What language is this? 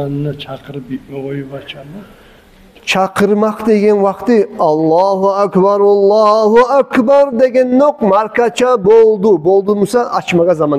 Kumyk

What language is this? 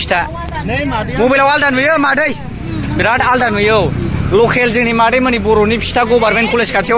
Bodo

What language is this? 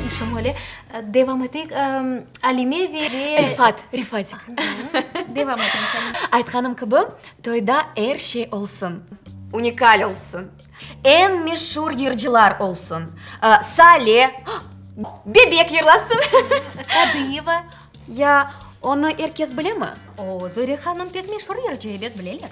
Crimean Tatar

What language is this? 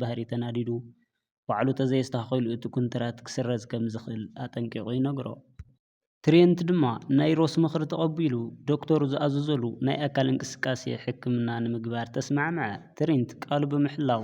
Tigrinya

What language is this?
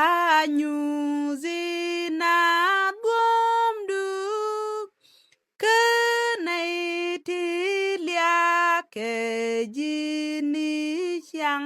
Nuer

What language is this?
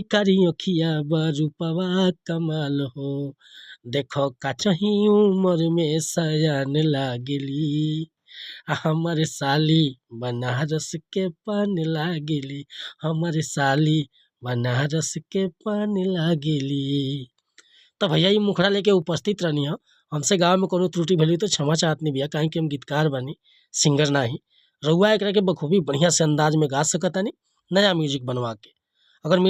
Bhojpuri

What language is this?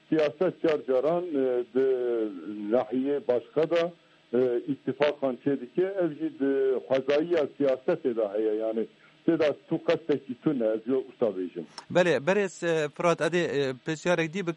Kurdish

